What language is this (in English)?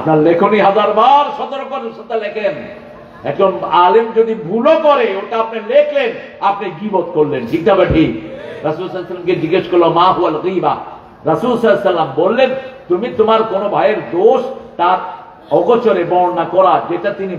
Bangla